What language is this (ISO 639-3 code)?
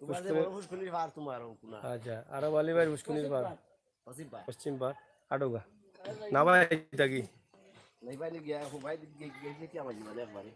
syl